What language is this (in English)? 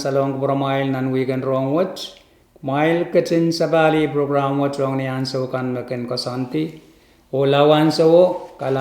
Pohnpeian